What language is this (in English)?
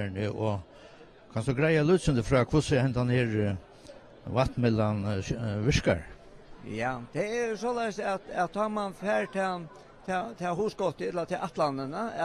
Faroese